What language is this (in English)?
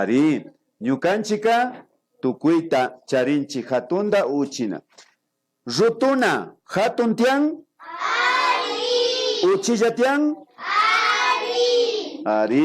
Imbabura Highland Quichua